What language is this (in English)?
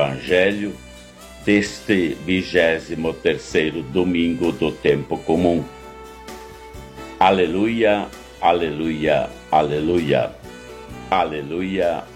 Portuguese